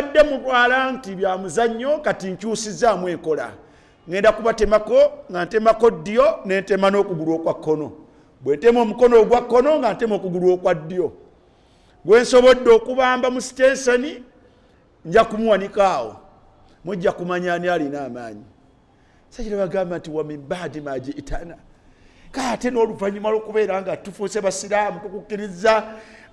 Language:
Ganda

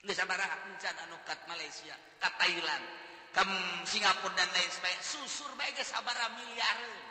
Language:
Sundanese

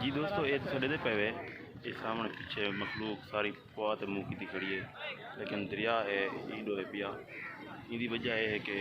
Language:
Saraiki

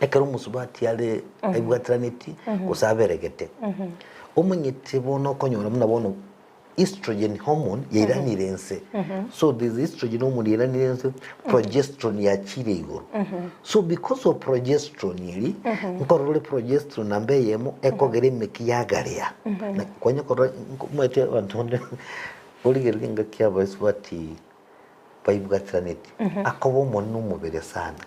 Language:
Gusii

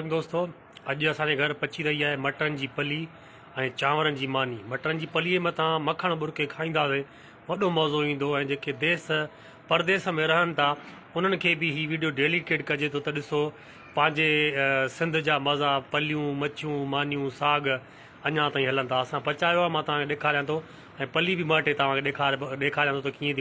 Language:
Sindhi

